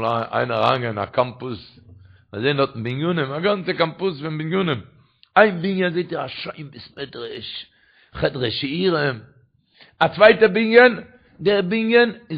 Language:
Yiddish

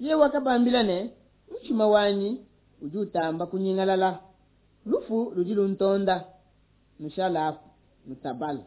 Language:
Luba-Lulua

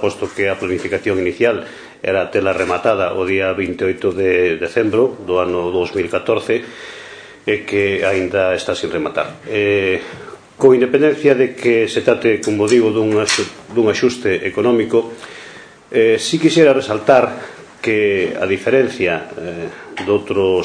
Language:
Galician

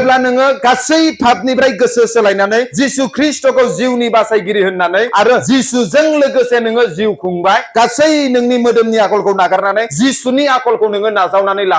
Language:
Bodo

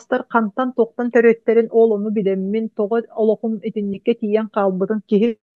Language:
Yakut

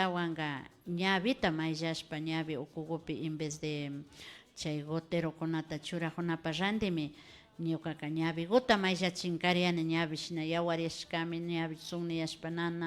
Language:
Imbabura Highland Quichua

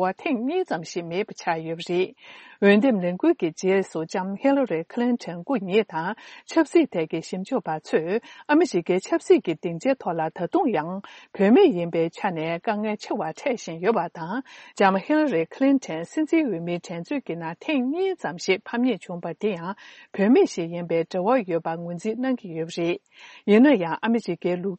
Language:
Tibetan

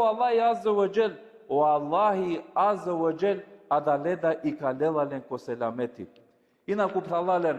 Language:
Balkan Romani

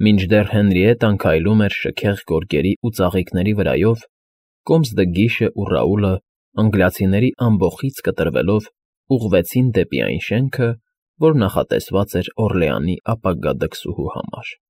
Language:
Armenian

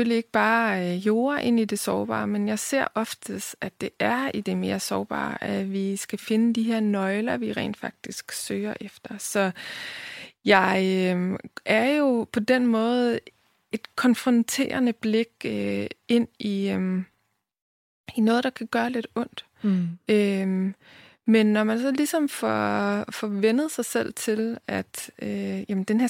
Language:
Danish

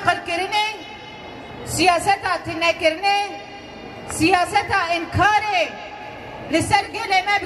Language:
Kurdish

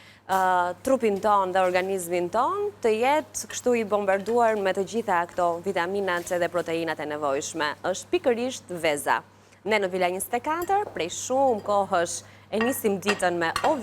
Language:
Albanian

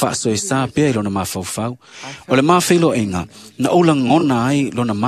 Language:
Samoan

